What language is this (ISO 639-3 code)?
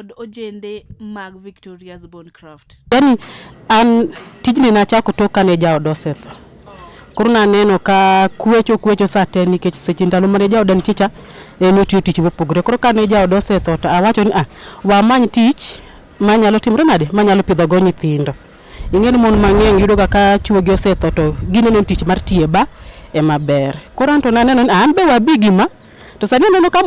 luo